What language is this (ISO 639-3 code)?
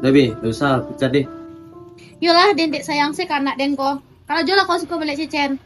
min